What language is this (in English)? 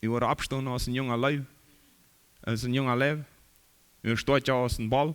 Plautdietsch